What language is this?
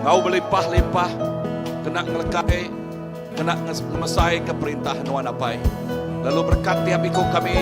Iban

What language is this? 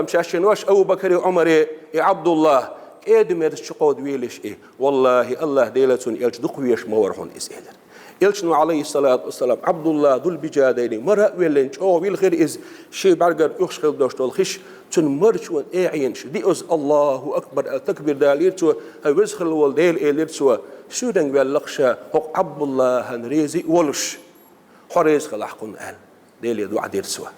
Chechen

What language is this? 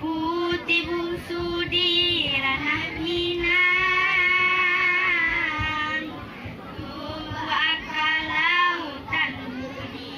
Minangkabau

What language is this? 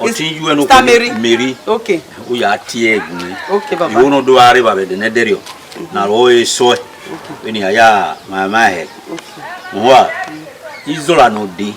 Bini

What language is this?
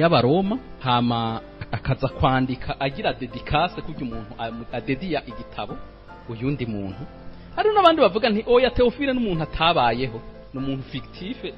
Rundi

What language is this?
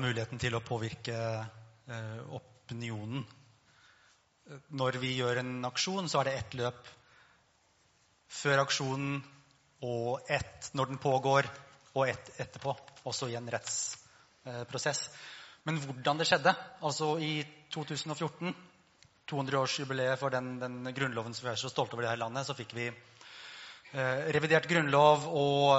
Norwegian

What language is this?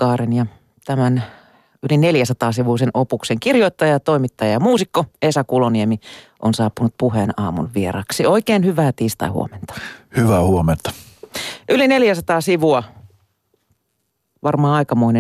Finnish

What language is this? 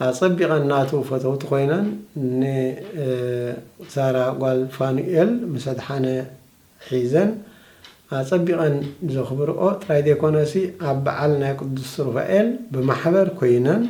Tigrinya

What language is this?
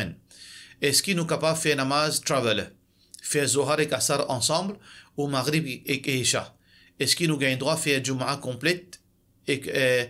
Morisyen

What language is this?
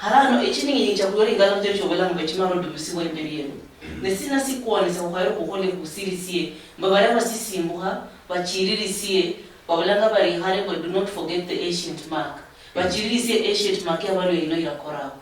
Luyia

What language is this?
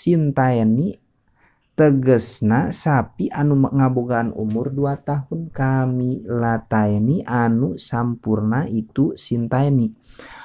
Sundanese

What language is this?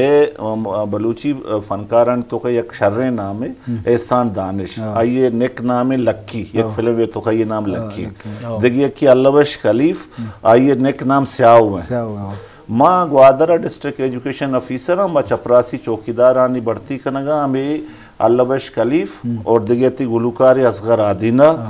Eastern Balochi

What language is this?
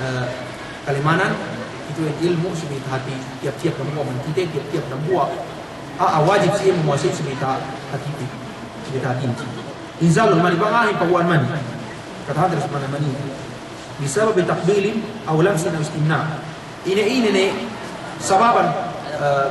Yakan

